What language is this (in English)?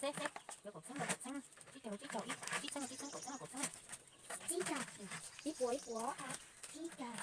Hmong